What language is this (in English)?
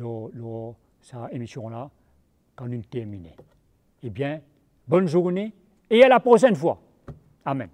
Morisyen